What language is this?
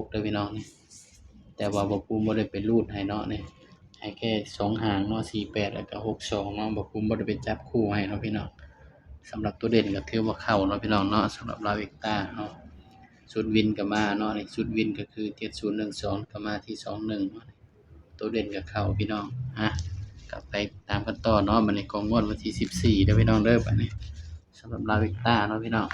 Northeastern Thai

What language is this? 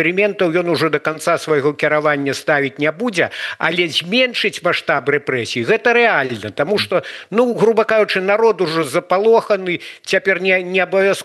Belarusian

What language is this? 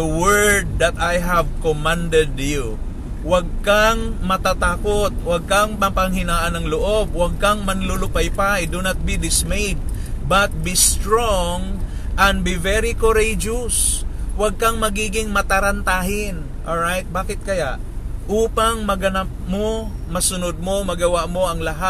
Filipino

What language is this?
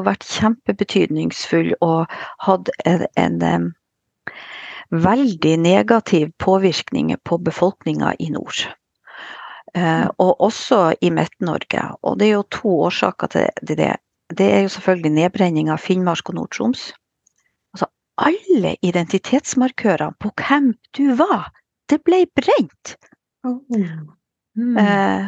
Norwegian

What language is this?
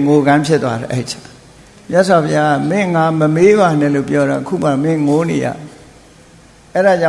Burmese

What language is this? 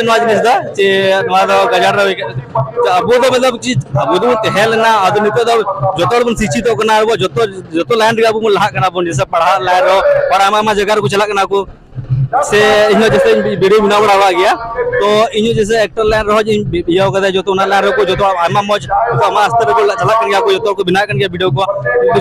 Santali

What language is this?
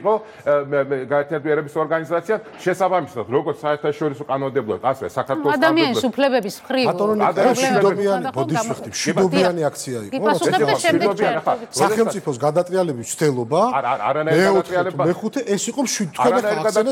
Georgian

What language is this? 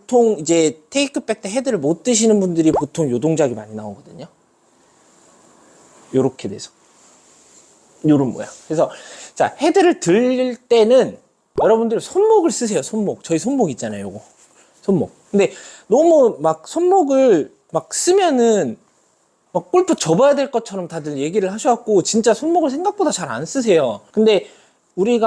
Korean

